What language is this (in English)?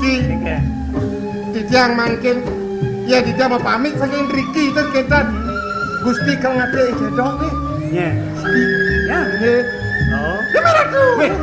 Balinese